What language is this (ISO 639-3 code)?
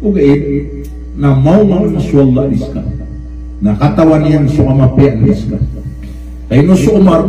mrw